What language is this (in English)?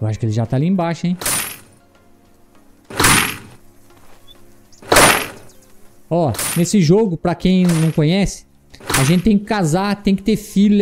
Portuguese